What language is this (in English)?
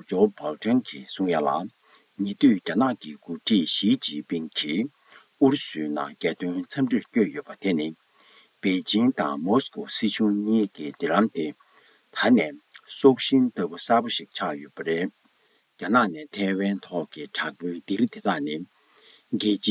Tibetan